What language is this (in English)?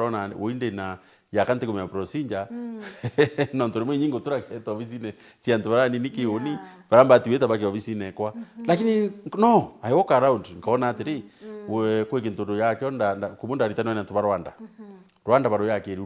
Meru